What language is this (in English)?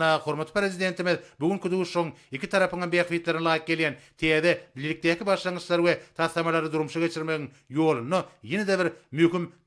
Turkmen